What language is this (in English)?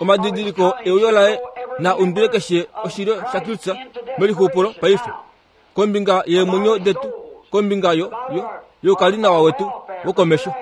Kuanyama